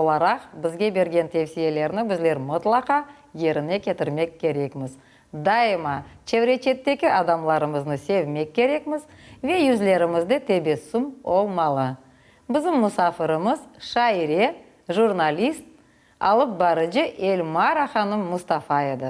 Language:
Crimean Tatar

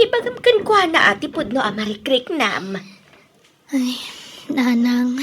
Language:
Iloko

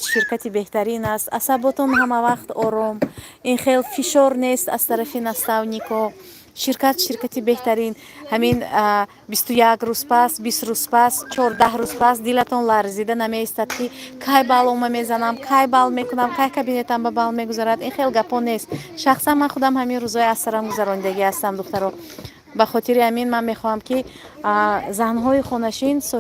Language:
Tajik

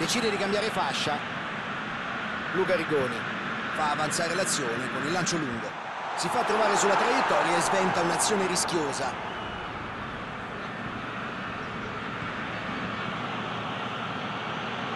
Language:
Italian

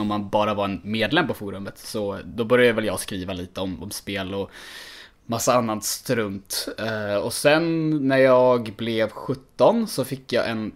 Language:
Swedish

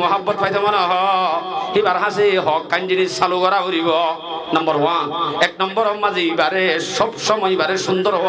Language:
Rohingya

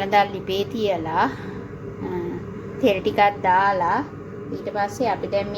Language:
Sinhala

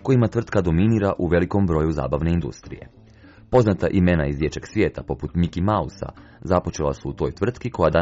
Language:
Croatian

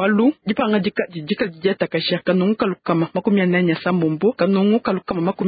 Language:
Luba-Lulua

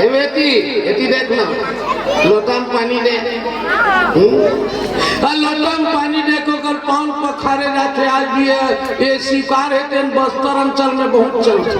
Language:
Chhattisgarhi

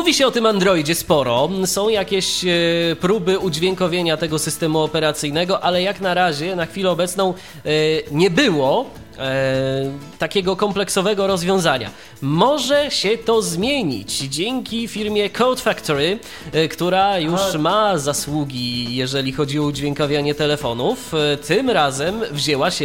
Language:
Polish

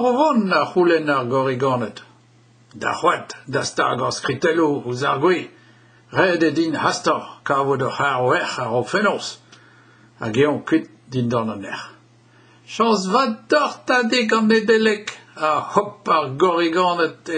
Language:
Breton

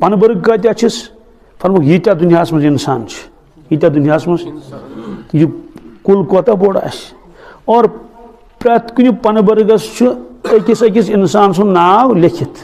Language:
Kashmiri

